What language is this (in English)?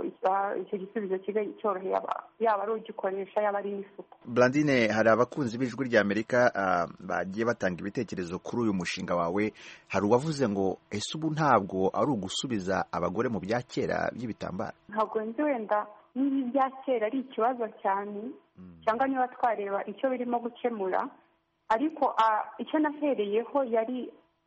Kinyarwanda